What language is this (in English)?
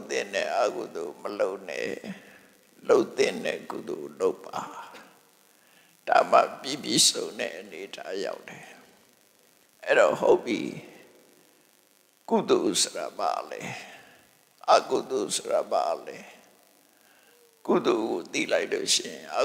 Burmese